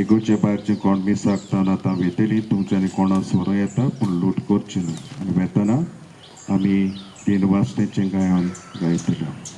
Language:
Konkani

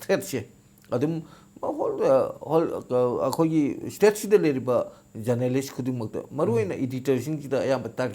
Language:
Manipuri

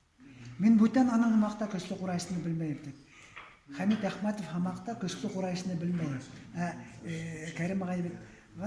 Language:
Bashkir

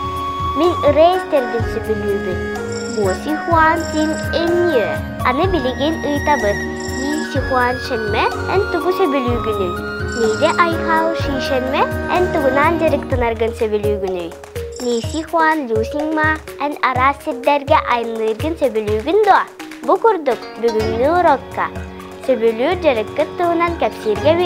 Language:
Yakut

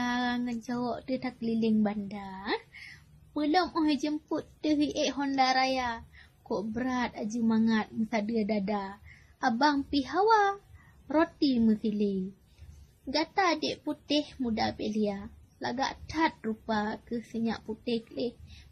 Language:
Achinese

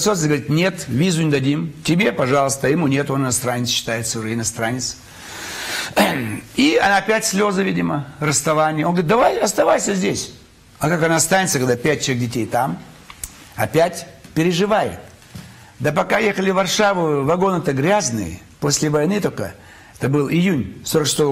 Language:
Russian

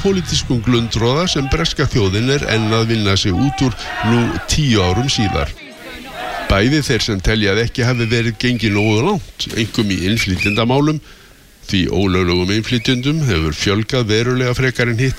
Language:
Icelandic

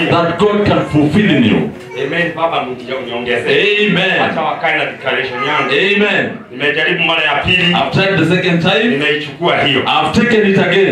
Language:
Swahili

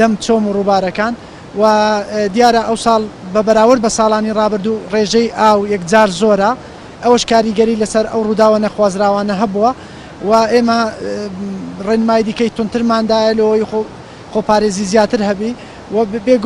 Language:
Central Kurdish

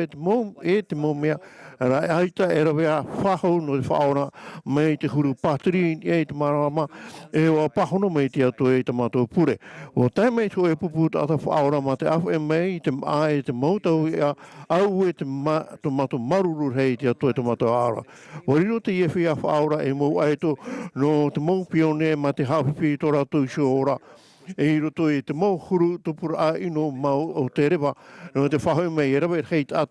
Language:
Tahitian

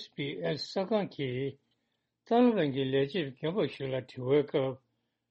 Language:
Tibetan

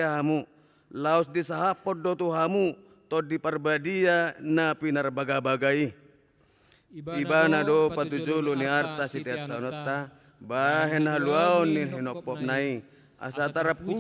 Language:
Batak Toba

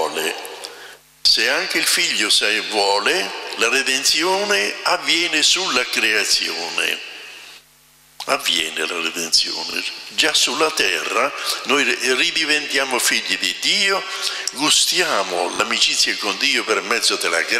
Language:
Italian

